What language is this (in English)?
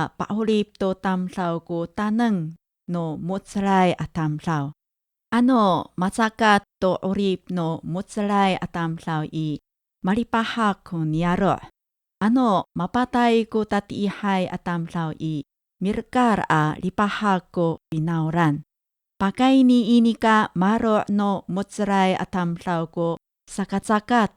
Amis